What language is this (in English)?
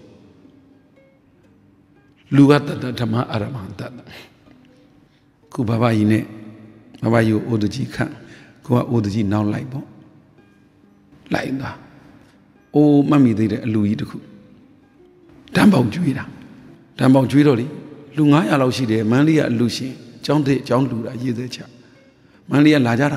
Burmese